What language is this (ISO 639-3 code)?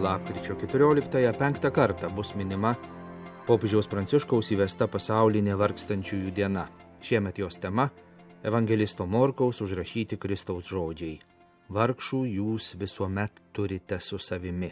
lit